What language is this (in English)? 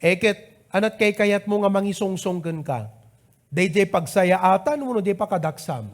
Iloko